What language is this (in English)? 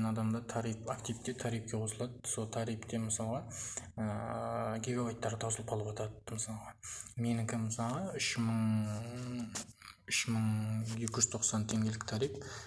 Kazakh